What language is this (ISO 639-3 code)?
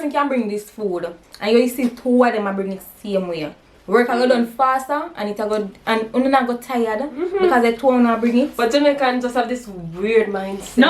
jam